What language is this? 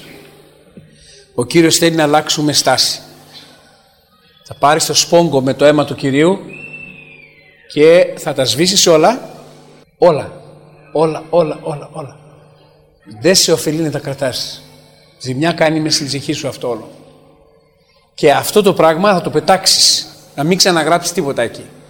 Greek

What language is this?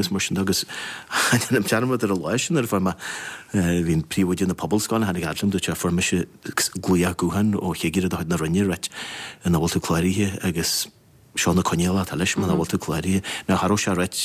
Irish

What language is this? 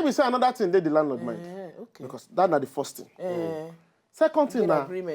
Nigerian Pidgin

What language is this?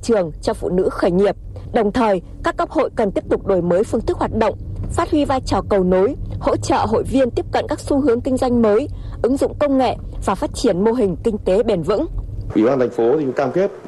Vietnamese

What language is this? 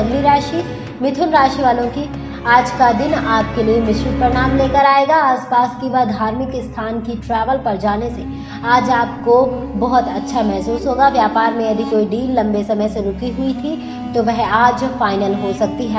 Hindi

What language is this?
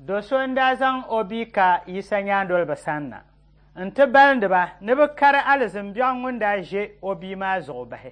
Dagbani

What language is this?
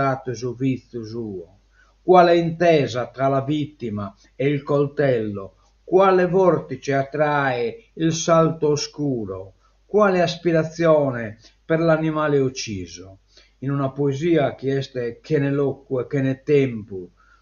Sardinian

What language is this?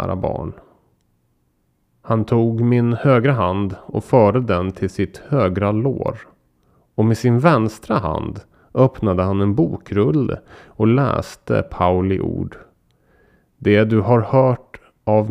Swedish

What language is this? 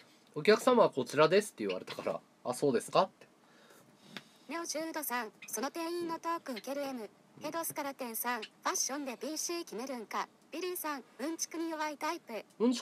Japanese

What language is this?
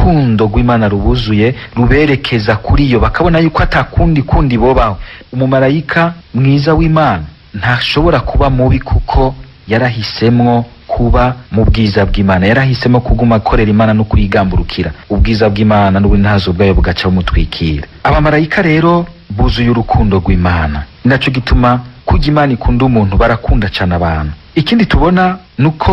Rundi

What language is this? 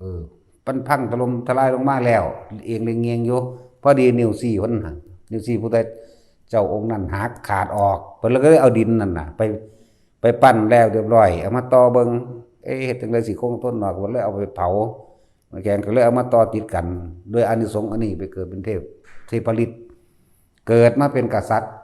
Northeastern Thai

